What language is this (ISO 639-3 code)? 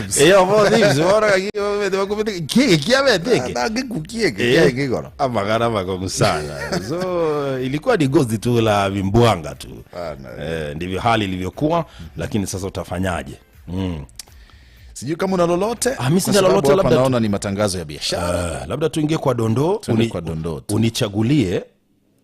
guz